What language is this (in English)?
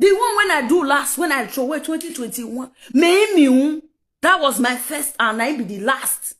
Nigerian Pidgin